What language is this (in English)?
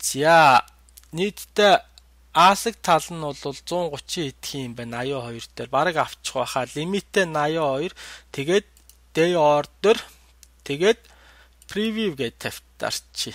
Mongolian